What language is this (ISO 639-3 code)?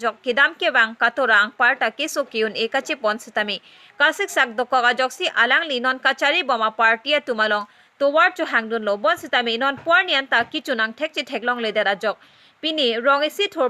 mjw